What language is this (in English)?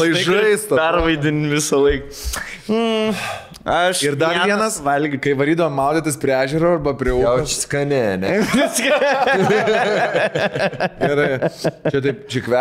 Lithuanian